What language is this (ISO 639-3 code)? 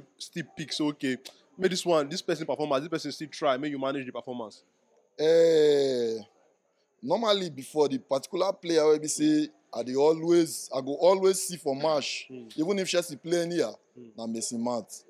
pcm